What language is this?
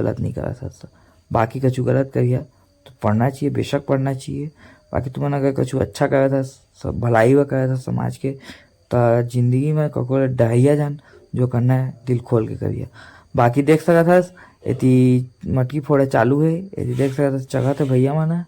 Chhattisgarhi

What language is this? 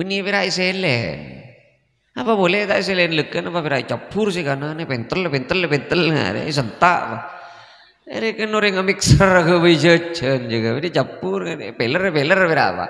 Madurese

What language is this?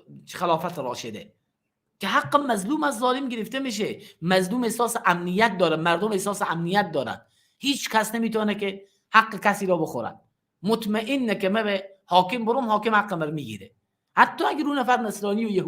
Persian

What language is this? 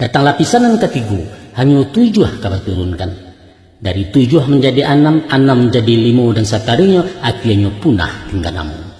Minangkabau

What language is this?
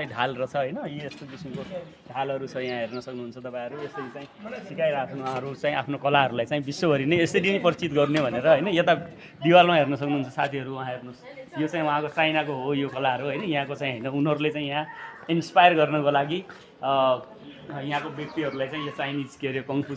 Nepali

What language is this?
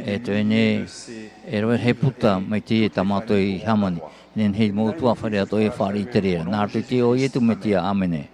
Tahitian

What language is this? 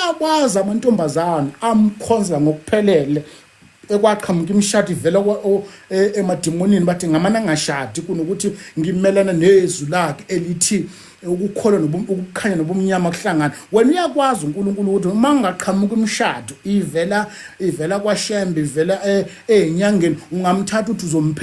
Zulu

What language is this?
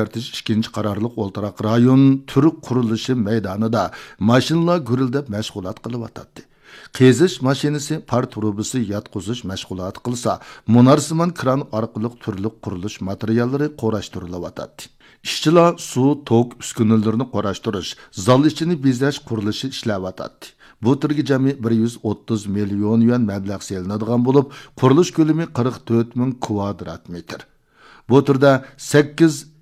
Uyghur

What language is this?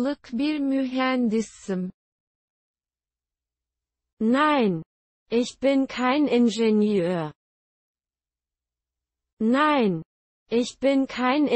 German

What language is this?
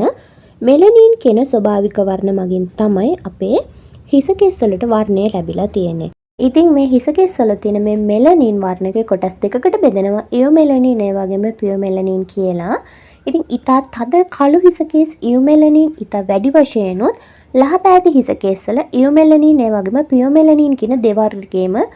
Sinhala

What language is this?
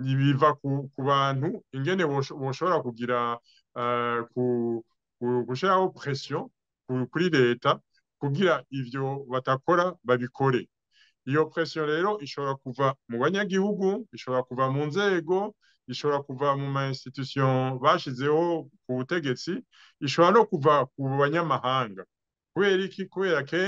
Rundi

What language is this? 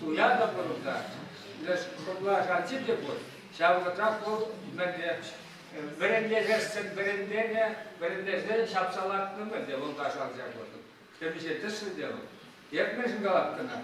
Chuvash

